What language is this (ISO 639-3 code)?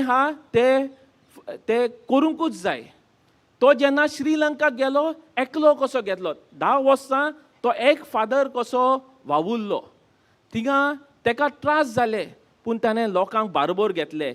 kok